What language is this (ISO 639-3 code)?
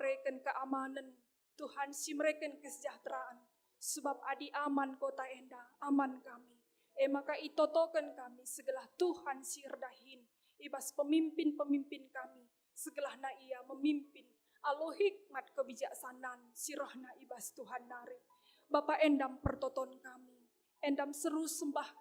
btx